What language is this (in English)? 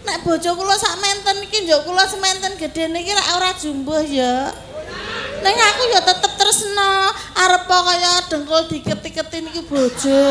Javanese